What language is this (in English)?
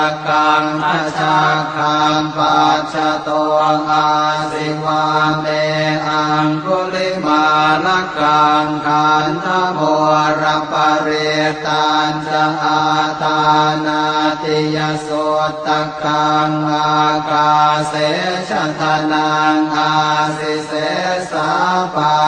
Pali